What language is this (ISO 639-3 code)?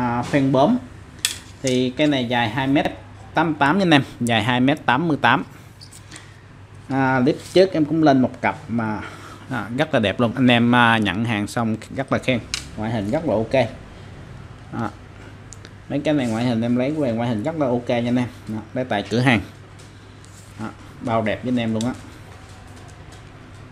vie